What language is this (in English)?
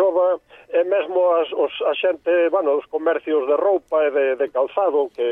Galician